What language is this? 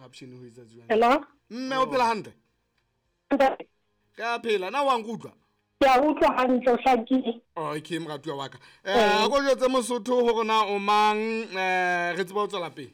Southern Sotho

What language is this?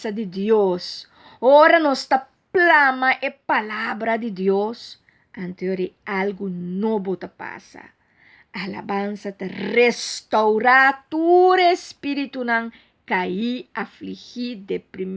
Papiamento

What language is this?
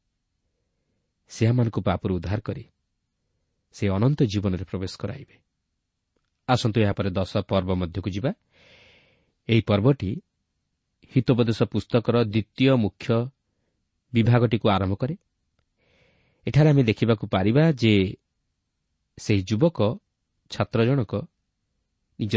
Odia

